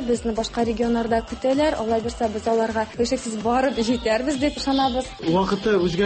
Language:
Tatar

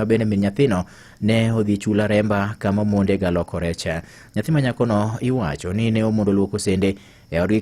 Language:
Luo (Kenya and Tanzania)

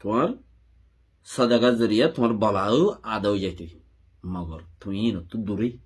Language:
Rohingya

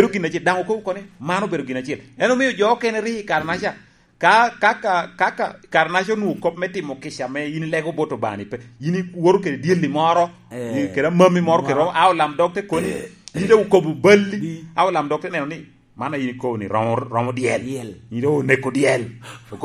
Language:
Lango (Uganda)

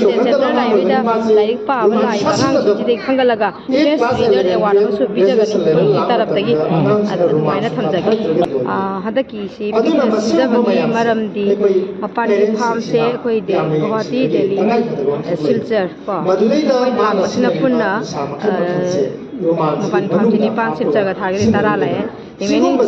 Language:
Manipuri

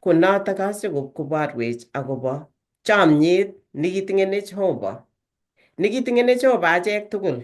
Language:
Kalenjin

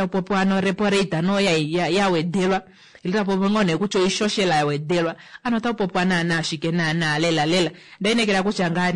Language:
Kuanyama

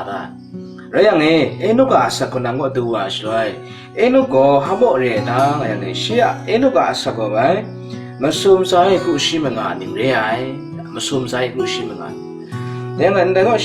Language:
Kachin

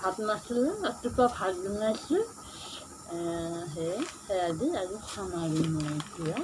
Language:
Assamese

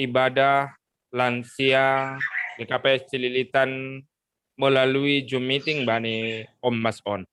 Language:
Batak Simalungun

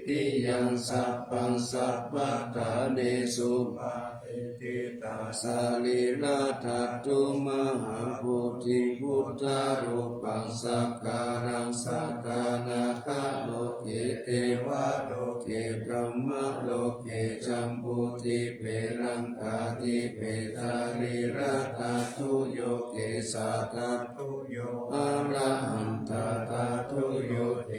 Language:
Pali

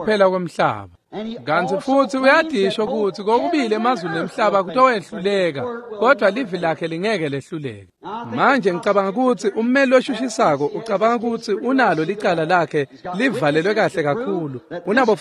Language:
Swati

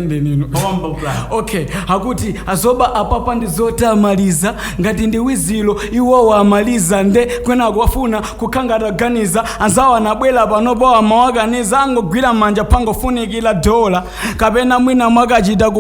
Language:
Nyanja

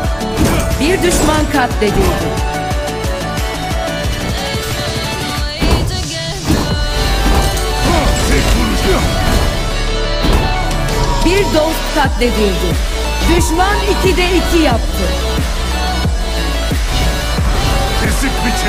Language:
Turkish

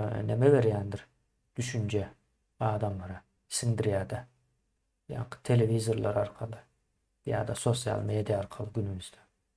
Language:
Turkmen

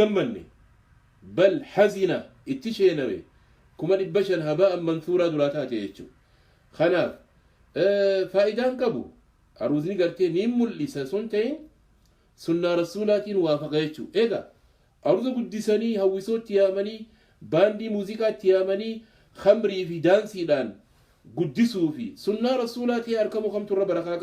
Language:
Oromo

